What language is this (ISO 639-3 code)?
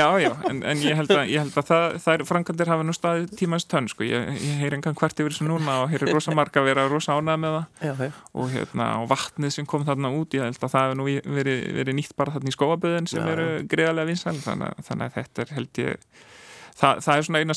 isl